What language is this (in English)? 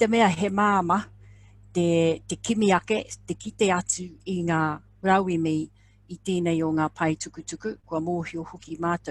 Māori